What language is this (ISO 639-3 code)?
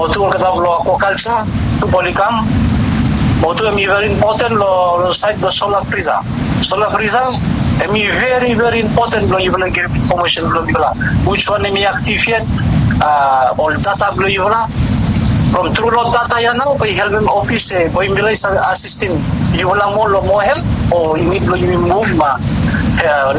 bis